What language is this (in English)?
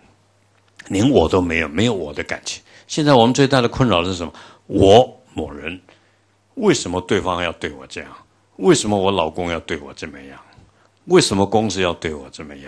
Chinese